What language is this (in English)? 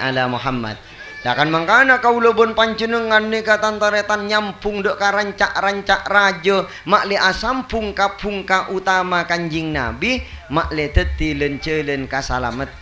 Madurese